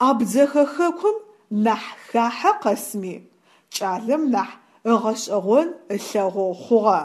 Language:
Adyghe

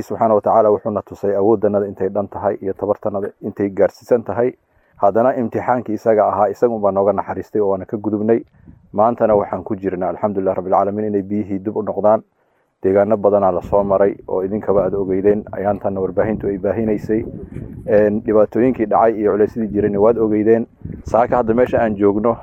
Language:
Somali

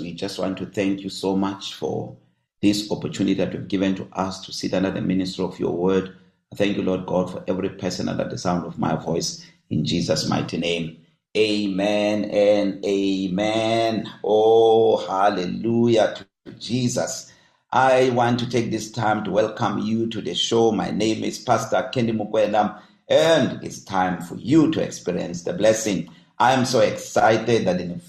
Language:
English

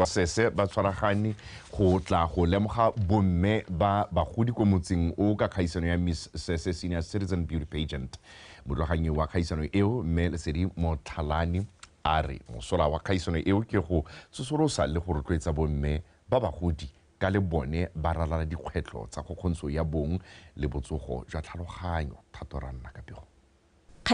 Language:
Tswana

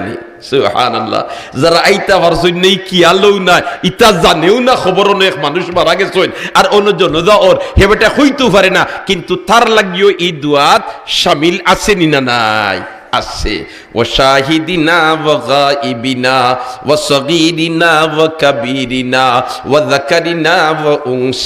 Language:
Sylheti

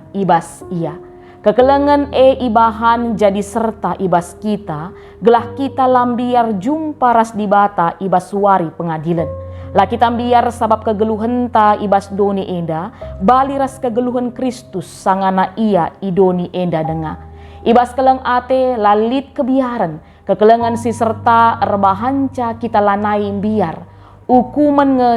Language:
Batak Karo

